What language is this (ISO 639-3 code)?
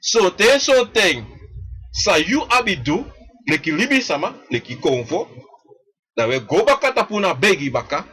srn